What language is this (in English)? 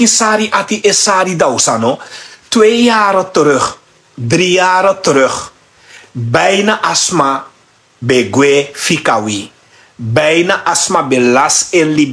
Sranan Tongo